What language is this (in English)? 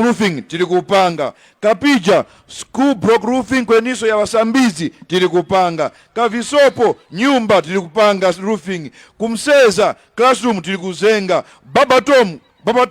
Tumbuka